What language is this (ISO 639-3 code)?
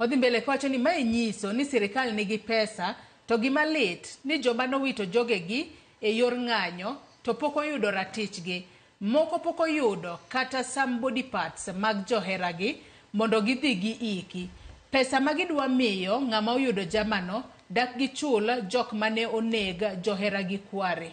luo